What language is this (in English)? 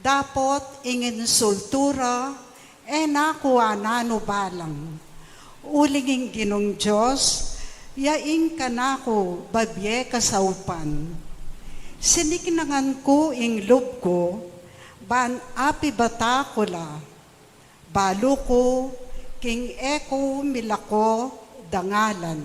Pampanga